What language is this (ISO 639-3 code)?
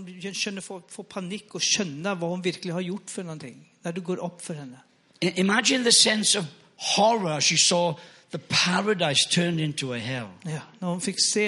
nor